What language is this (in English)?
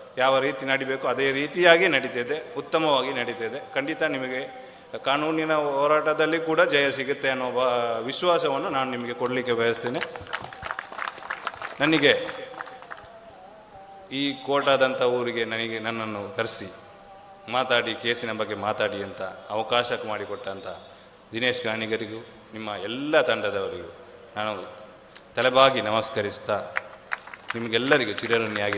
Kannada